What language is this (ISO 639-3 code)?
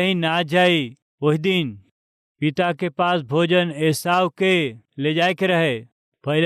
bho